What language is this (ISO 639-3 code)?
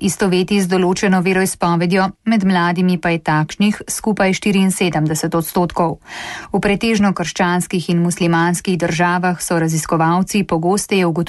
slv